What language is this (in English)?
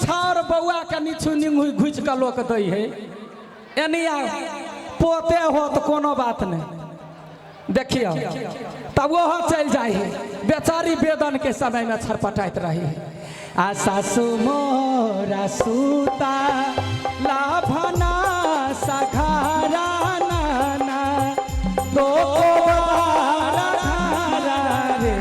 Maithili